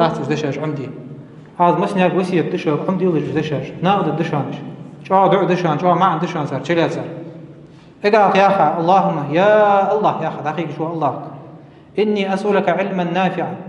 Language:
Ingush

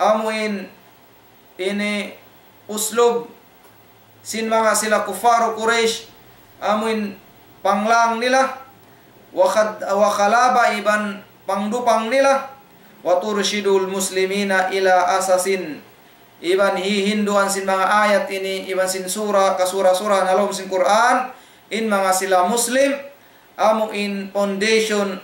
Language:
Tausug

